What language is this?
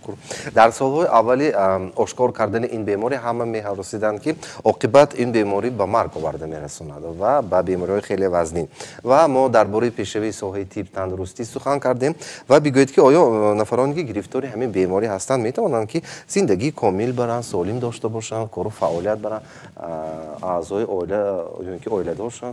Tajik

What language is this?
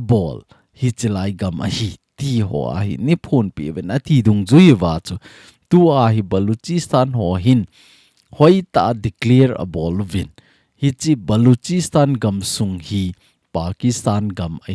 Thado Chin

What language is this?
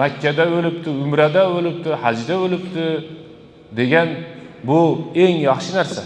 Uzbek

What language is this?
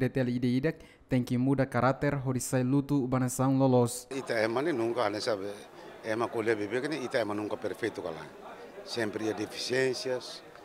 Tetum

